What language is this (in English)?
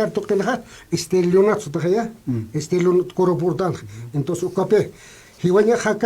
Aymara